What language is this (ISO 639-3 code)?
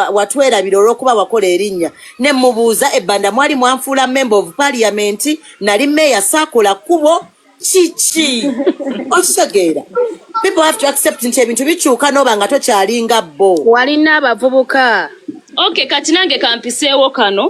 lug